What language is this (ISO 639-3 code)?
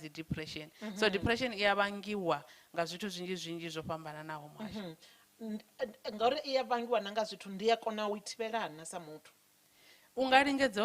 ven